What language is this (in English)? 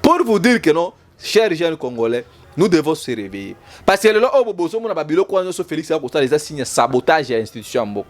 Lingala